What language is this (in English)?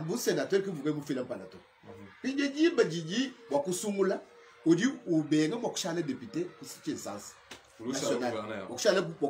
Luba-Lulua